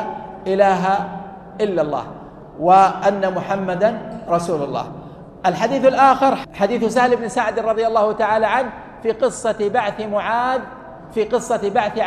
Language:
Arabic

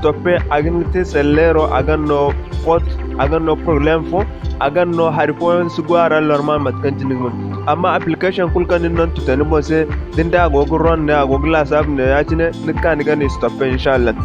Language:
Zarma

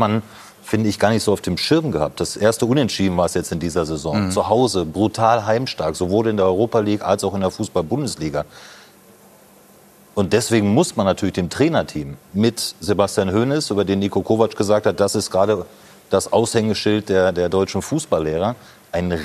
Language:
German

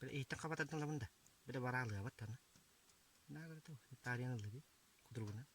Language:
Yakut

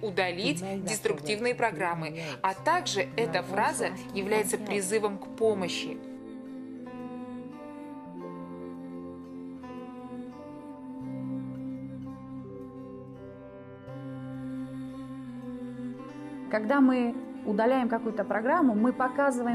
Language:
Russian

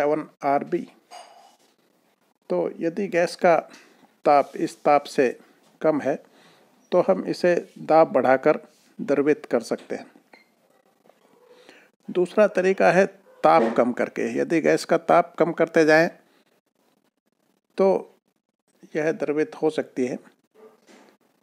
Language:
Hindi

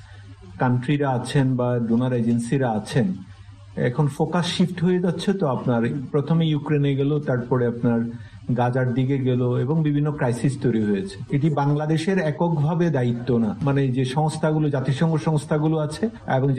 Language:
Bangla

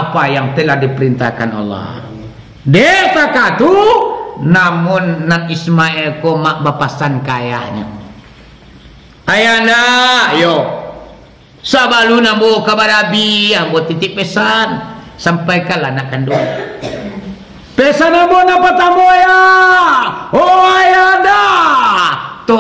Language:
Minangkabau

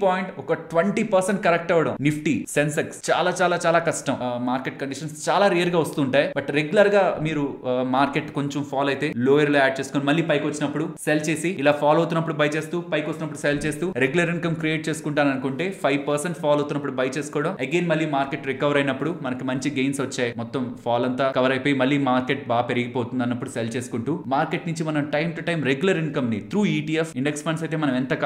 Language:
Telugu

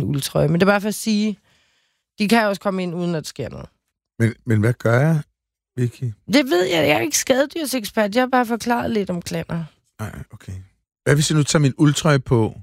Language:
Danish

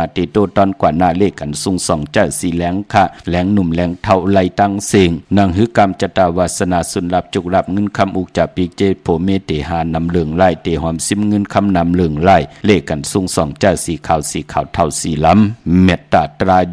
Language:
Shan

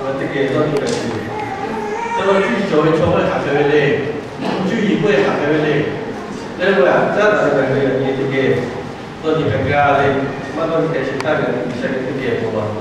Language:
Lahu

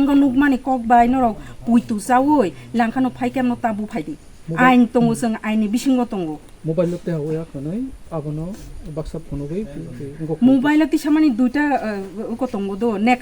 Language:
Kok Borok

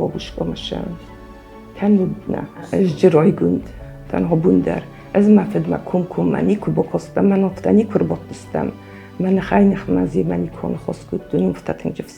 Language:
Ossetic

